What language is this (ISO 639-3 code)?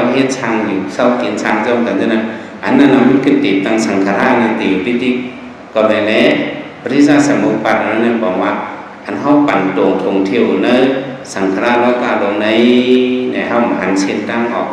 shn